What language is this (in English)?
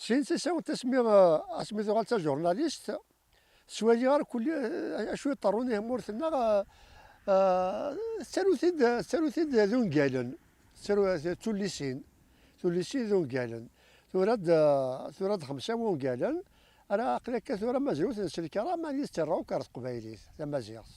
Kabyle